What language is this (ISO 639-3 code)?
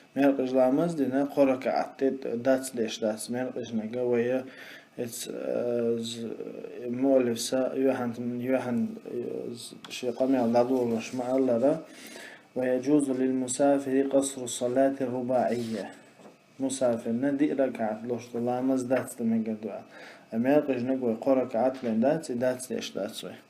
che